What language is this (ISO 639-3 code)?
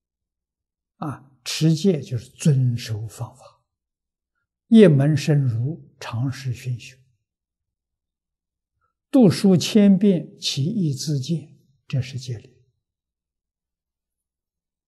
zho